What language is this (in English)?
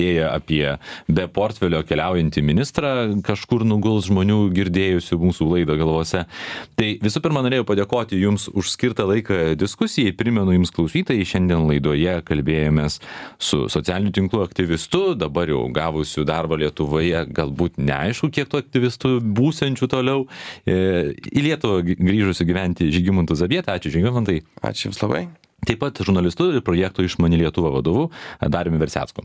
Lithuanian